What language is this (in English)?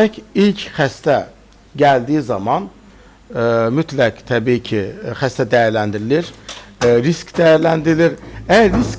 Azerbaijani